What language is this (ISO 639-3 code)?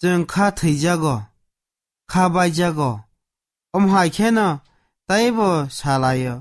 trp